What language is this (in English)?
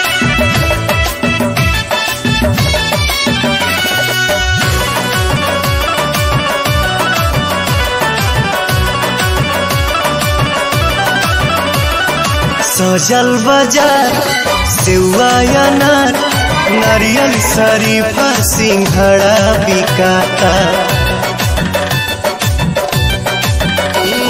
Bhojpuri